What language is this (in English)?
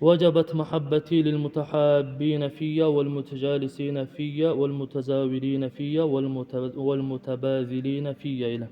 Dargwa